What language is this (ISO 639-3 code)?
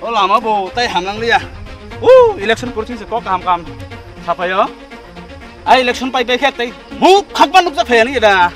trp